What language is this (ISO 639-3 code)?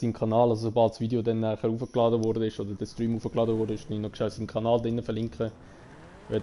gsw